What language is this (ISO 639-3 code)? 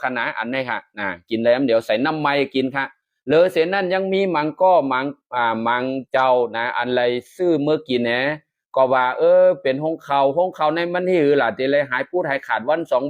shn